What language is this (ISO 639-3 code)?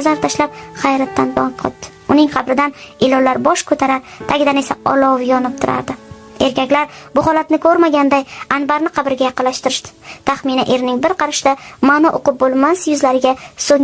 uzb